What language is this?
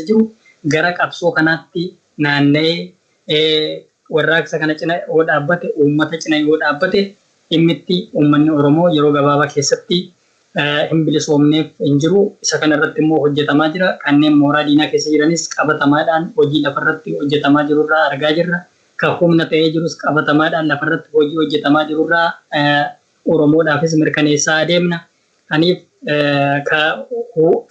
Oromo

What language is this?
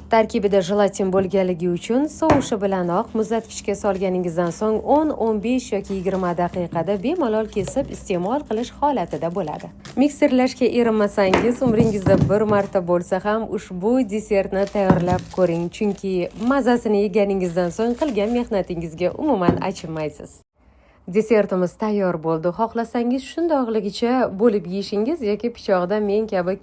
Uzbek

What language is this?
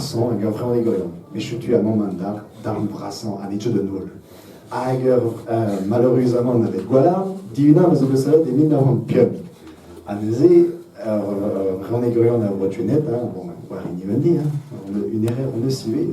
Breton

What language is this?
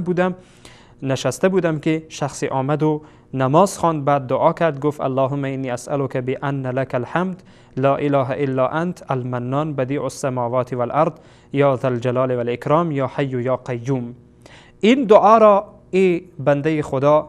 Persian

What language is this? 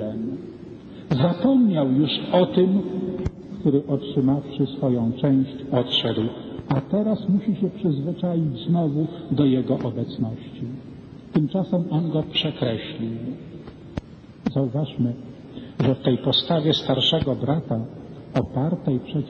Polish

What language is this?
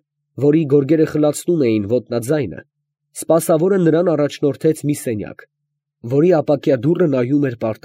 Armenian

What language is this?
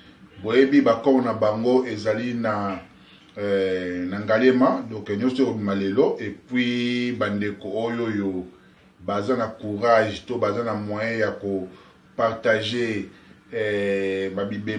Lingala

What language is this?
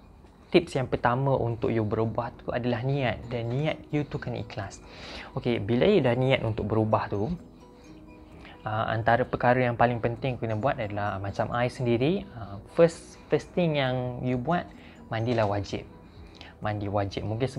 Malay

